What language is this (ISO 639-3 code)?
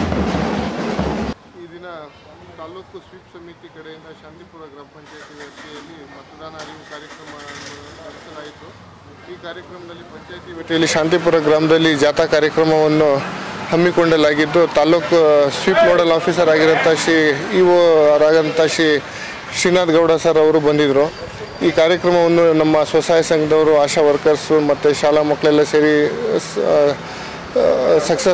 kan